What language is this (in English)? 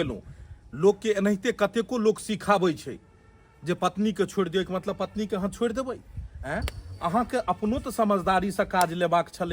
Maithili